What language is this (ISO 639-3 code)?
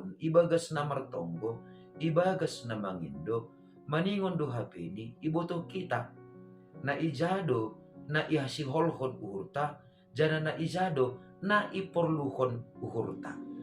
bts